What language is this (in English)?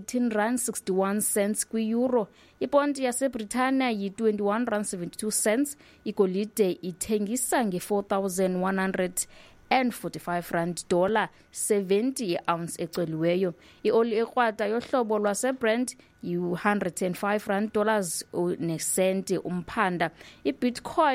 Xhosa